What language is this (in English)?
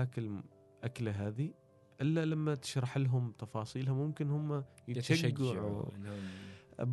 Gulf Arabic